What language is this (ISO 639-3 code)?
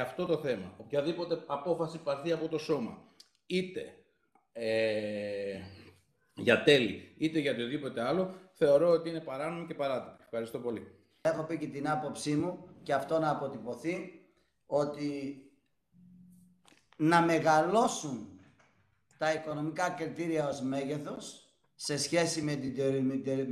ell